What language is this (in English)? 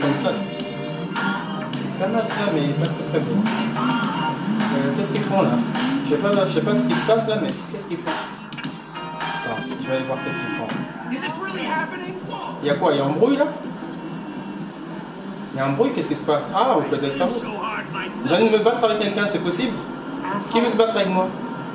French